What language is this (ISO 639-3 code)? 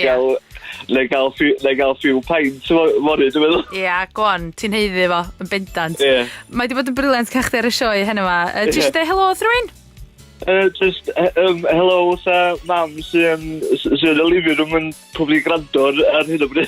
cym